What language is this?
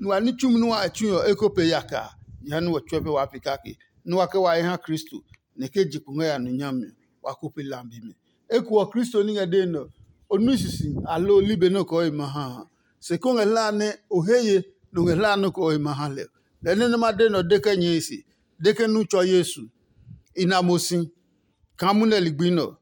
Adangme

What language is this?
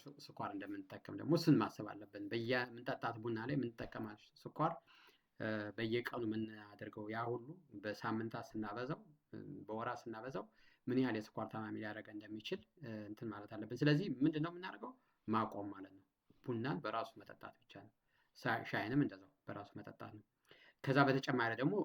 Amharic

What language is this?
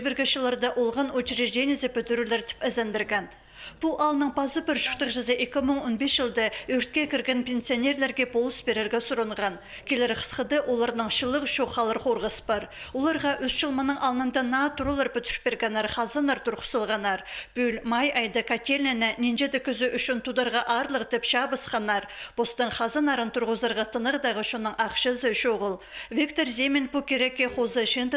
Khakas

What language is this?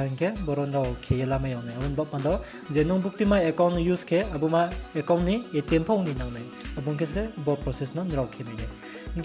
Riang (India)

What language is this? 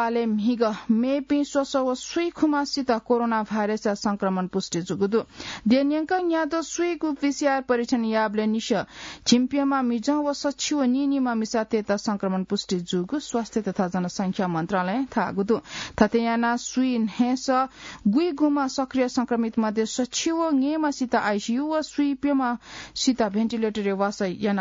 Newari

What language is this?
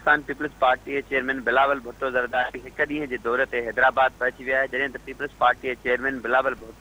Sindhi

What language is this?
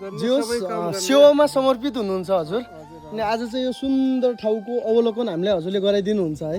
Nepali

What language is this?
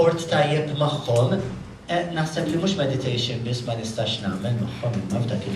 Maltese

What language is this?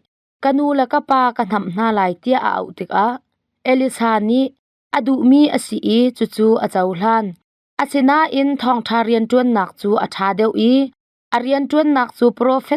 Hakha Chin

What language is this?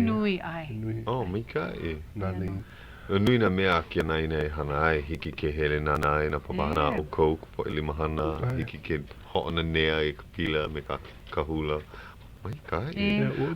Hawaiian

